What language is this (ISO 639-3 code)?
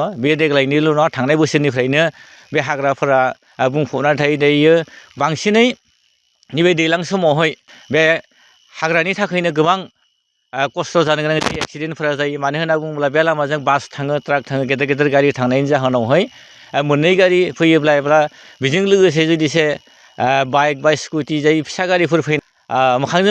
brx